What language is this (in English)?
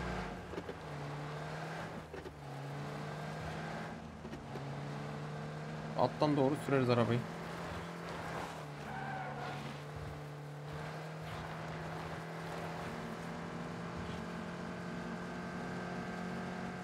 Turkish